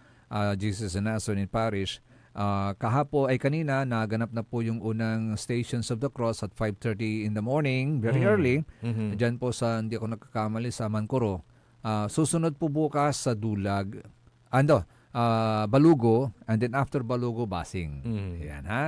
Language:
Pangasinan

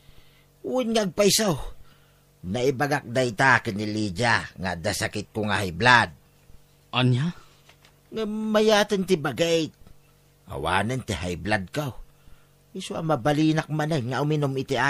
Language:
Iloko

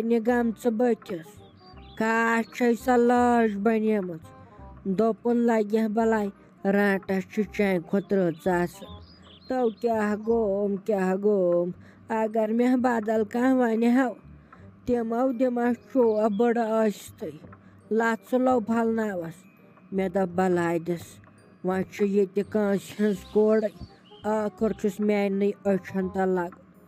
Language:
Kashmiri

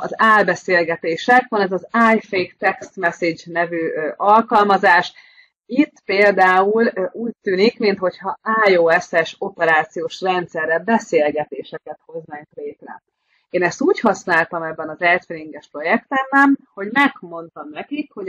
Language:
Hungarian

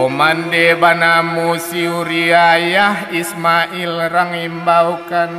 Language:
Minangkabau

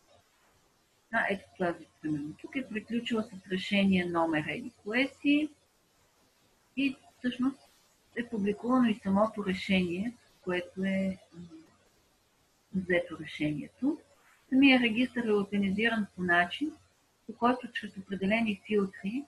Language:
Bulgarian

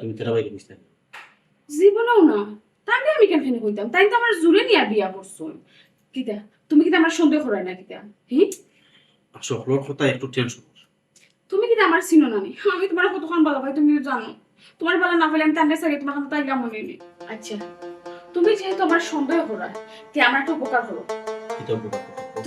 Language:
Sylheti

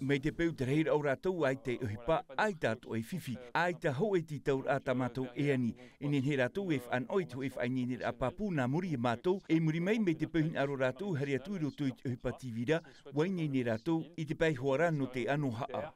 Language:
Tahitian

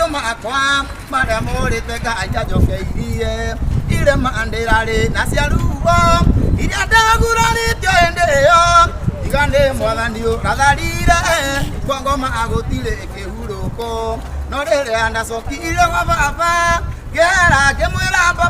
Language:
Kikuyu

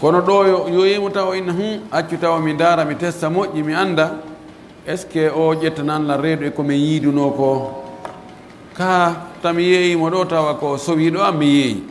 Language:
Pular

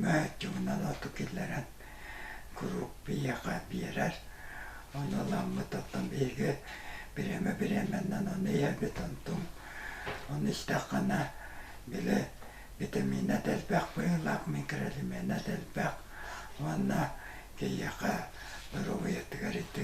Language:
Yakut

